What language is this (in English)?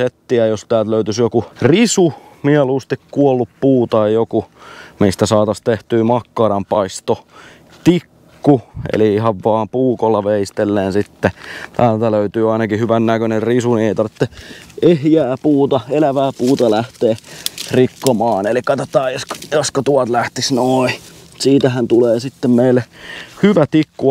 Finnish